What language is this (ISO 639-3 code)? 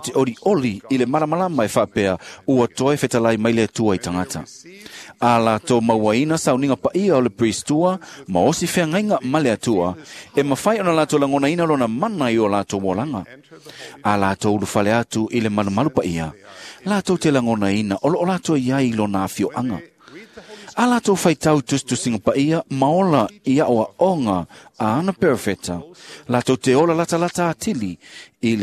smo